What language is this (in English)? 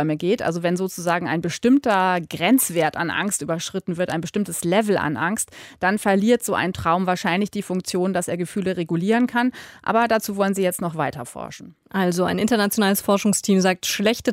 German